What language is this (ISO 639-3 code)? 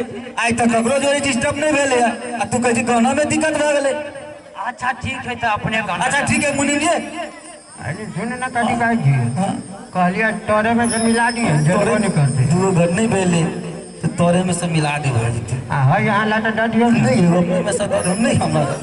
mai